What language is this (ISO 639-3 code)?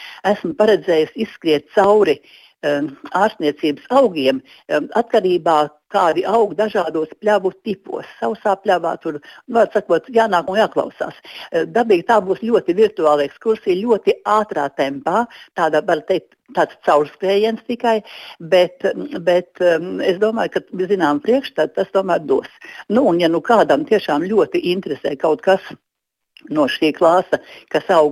lav